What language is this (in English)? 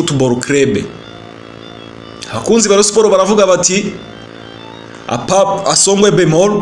Kinyarwanda